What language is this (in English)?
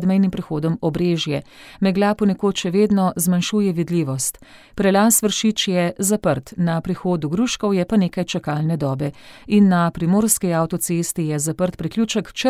Slovenian